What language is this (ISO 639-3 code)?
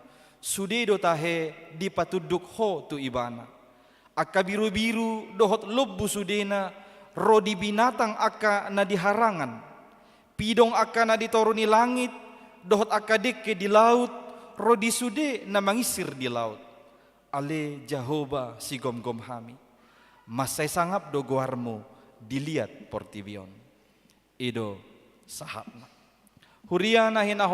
bbc